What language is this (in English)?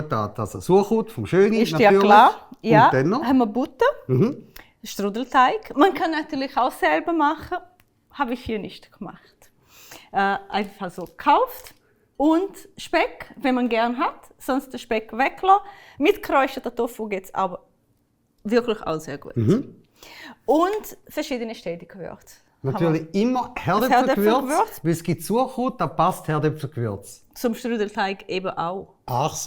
Swiss German